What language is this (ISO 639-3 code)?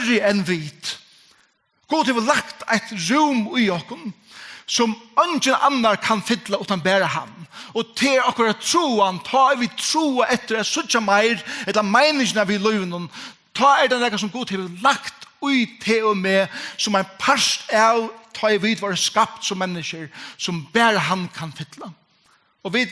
fao